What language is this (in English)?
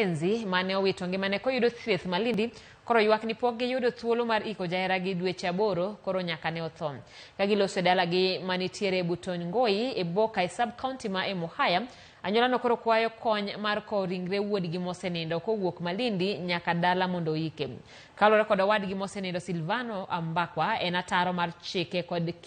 Luo (Kenya and Tanzania)